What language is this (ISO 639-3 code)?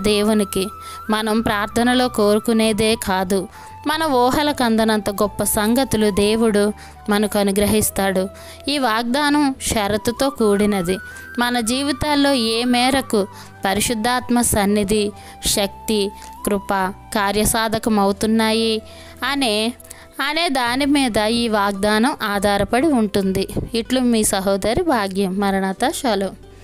tel